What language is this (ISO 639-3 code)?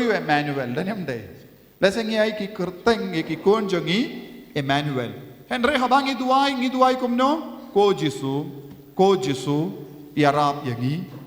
kha